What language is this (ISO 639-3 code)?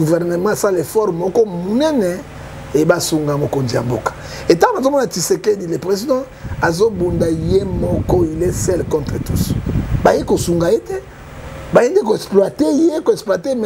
lin